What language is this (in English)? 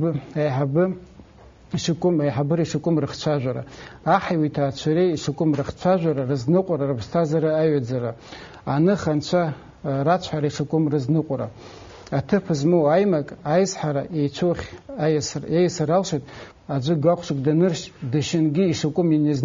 Abkhazian